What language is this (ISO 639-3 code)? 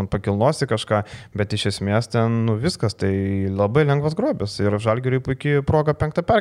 lit